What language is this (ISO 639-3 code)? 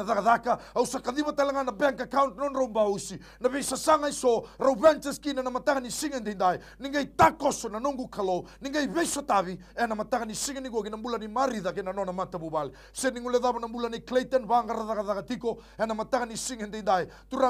fij